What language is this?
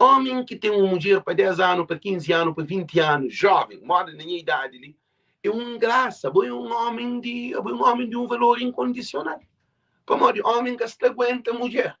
Kabuverdianu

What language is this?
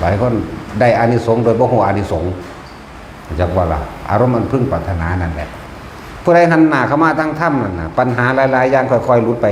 Northeastern Thai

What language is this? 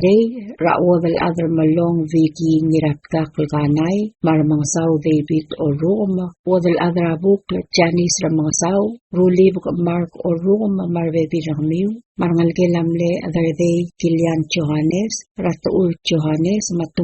Palauan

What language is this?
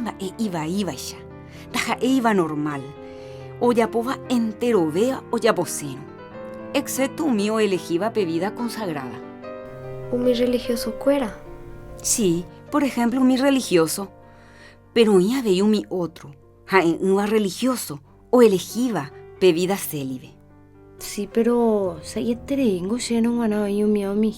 Guarani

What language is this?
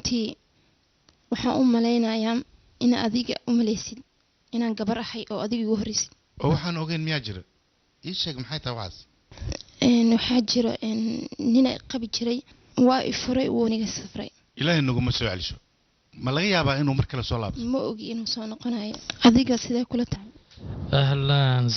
Somali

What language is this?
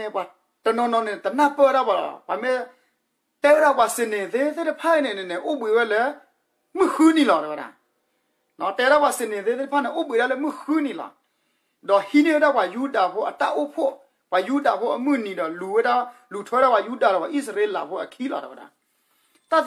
S'gaw Karen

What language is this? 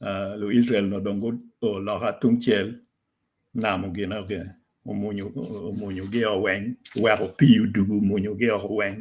Acoli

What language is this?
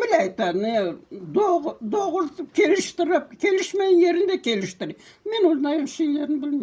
Crimean Tatar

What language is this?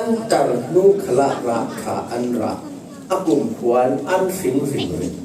Falam Chin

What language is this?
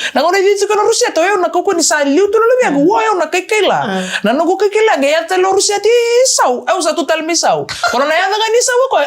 Fijian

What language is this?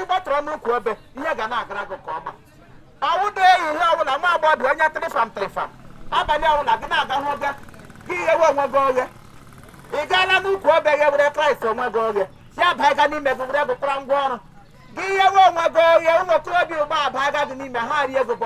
Igbo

